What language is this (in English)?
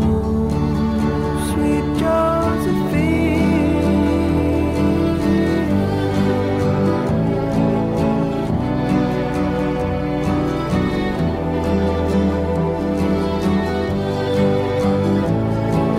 Danish